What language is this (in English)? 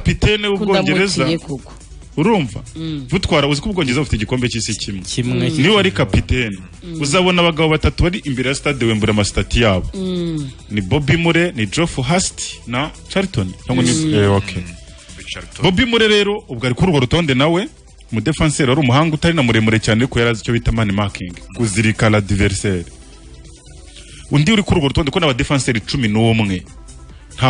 Kinyarwanda